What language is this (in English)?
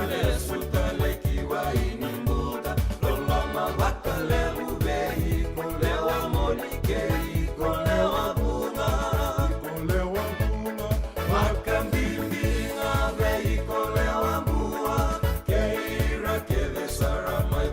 Fijian